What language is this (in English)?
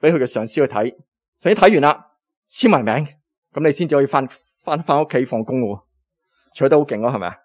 Cantonese